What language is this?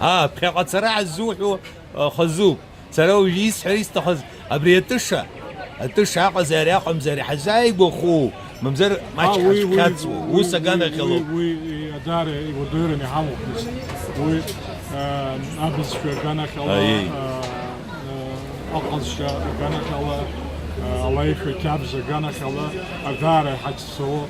Abkhazian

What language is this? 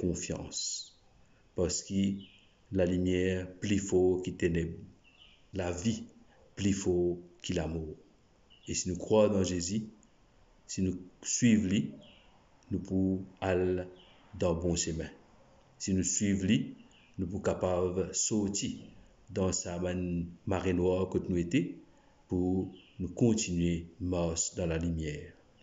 Morisyen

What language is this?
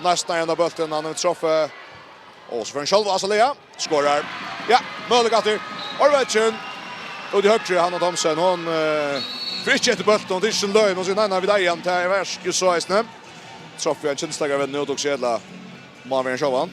Faroese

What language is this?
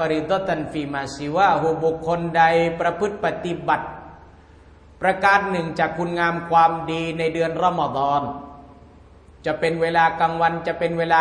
Thai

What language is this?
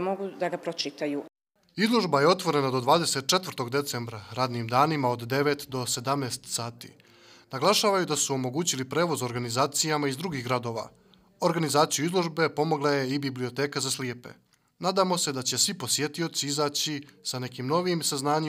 Bosnian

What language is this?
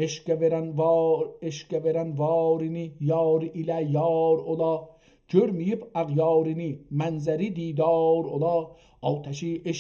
South Azerbaijani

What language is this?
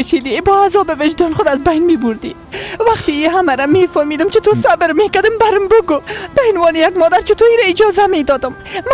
Persian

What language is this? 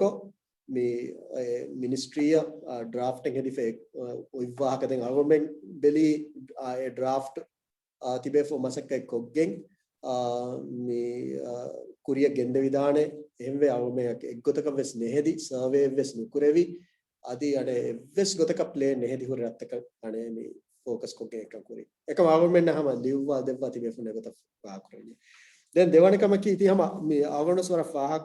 Divehi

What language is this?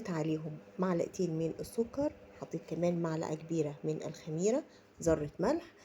Egyptian Arabic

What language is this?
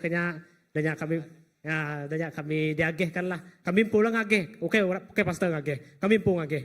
Iban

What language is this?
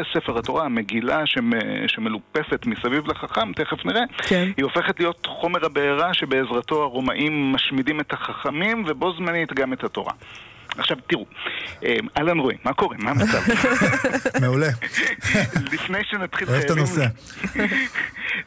Hebrew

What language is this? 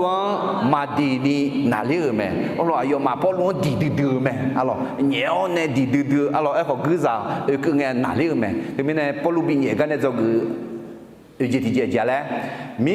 Akha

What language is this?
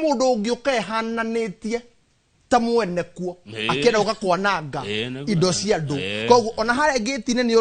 Kikuyu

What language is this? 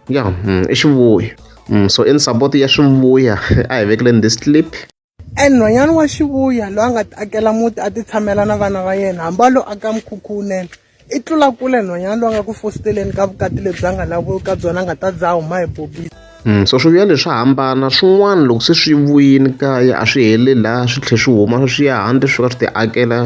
Tsonga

